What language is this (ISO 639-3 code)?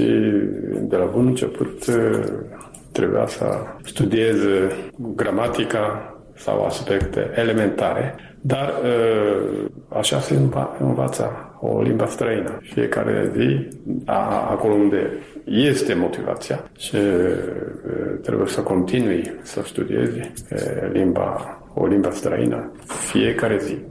ron